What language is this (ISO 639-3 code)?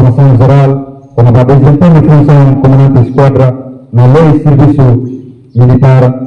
tet